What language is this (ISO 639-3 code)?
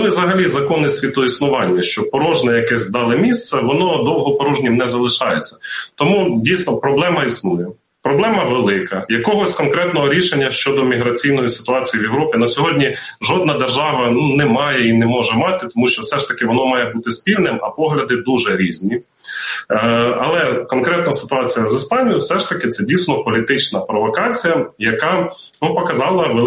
ukr